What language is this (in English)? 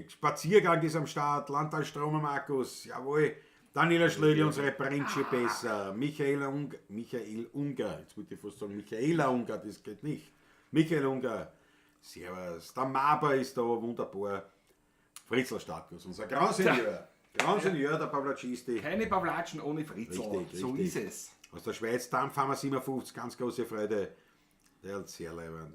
Bavarian